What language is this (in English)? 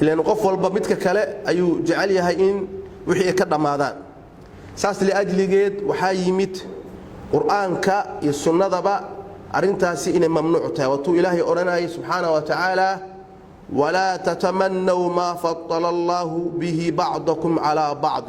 Somali